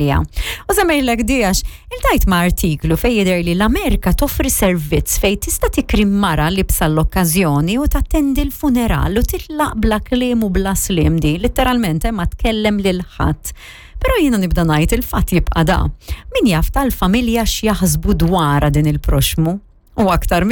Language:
Maltese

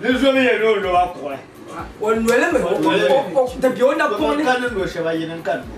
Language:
Dagbani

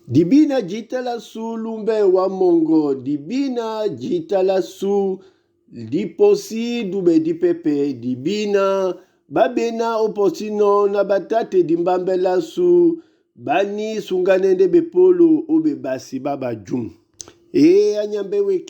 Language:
Duala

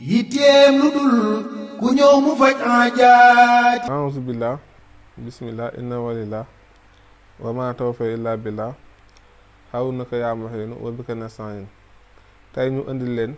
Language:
Wolof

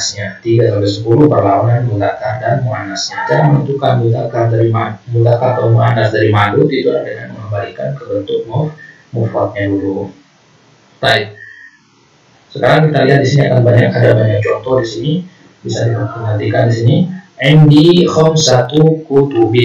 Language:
Indonesian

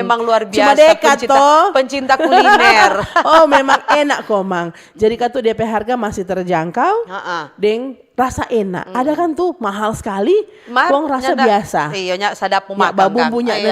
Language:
Manado Malay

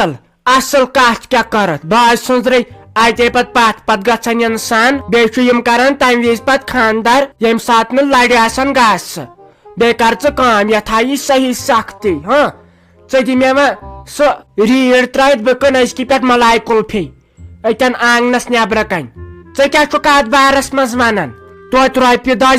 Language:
Kashmiri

